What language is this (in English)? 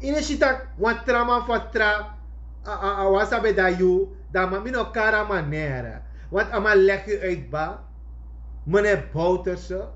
Sranan Tongo